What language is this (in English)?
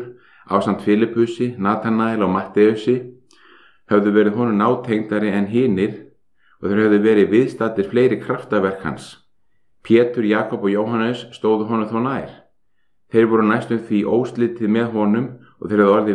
Icelandic